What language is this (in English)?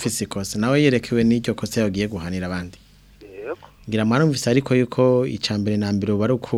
Rundi